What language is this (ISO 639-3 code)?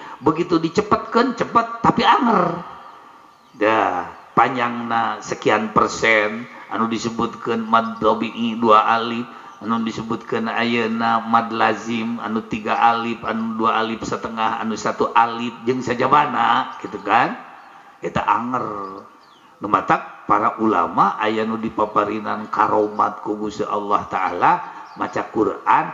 sun